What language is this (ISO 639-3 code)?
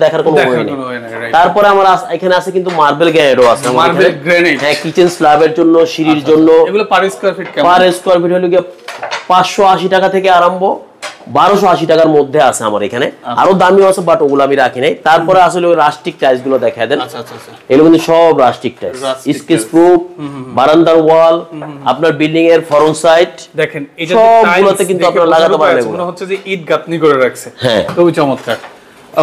ben